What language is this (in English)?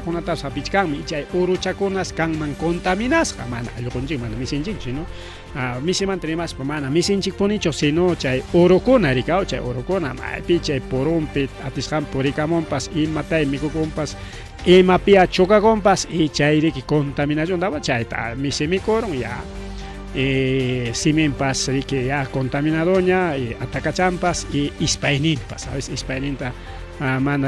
Ayacucho Quechua